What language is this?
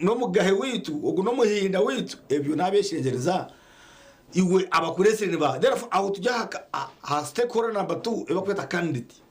Nyankole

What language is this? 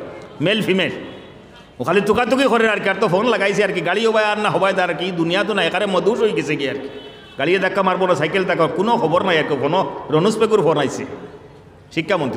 Sylheti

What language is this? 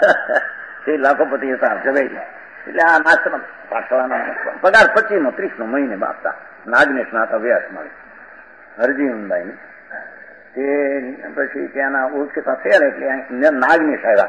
Gujarati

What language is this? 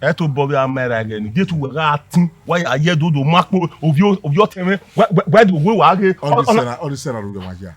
Bini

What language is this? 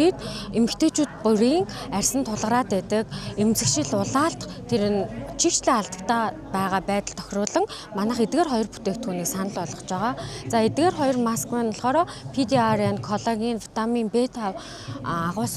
Mongolian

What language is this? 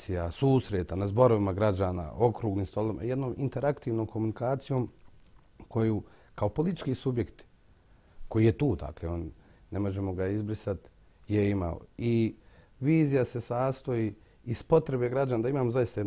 Bosnian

